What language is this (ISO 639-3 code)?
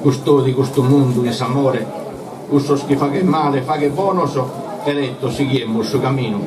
srd